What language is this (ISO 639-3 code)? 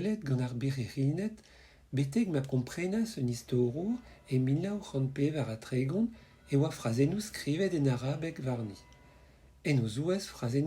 bre